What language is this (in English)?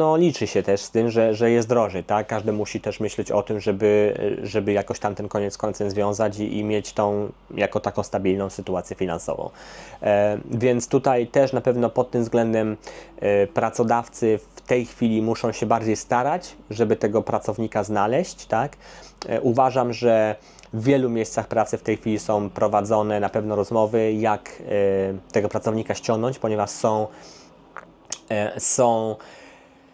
Polish